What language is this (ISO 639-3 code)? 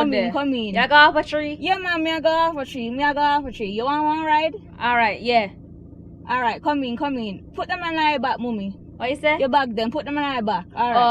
jam